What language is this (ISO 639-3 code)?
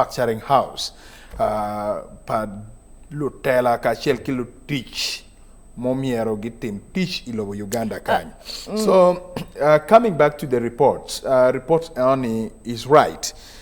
ach